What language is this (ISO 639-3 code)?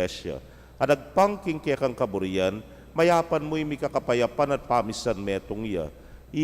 pam